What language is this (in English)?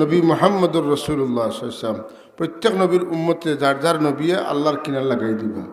Sylheti